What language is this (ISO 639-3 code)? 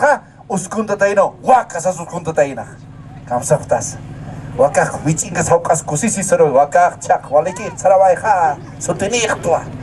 aym